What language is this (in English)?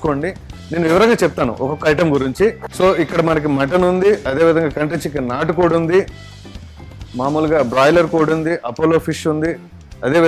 Telugu